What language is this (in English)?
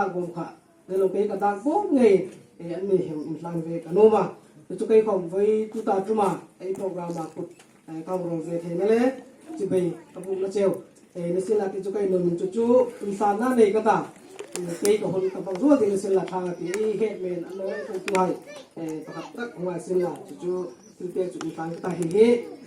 Hmar